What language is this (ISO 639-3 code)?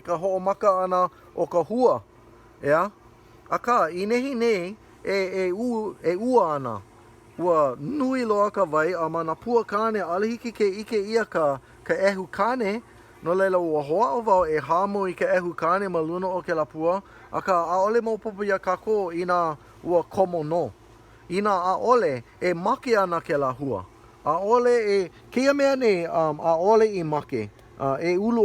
haw